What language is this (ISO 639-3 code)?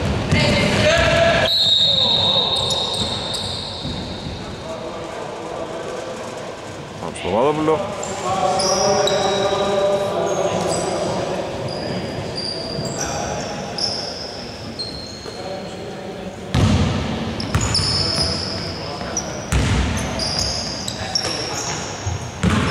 ell